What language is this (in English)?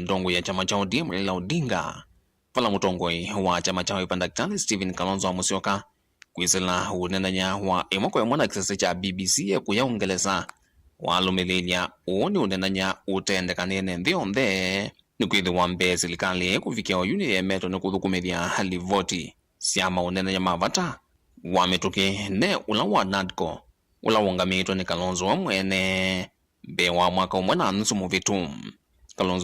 Kamba